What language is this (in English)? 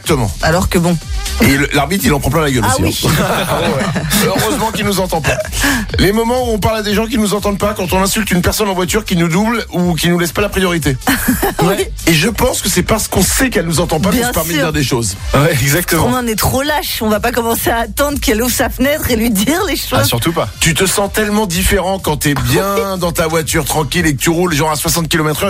French